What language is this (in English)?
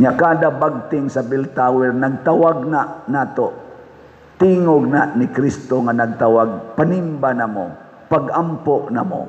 Cebuano